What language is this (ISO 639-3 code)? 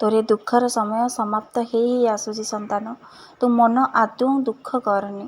ori